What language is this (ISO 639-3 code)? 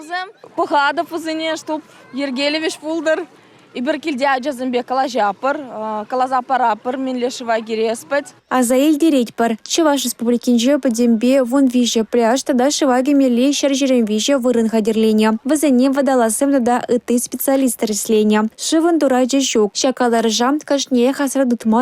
chv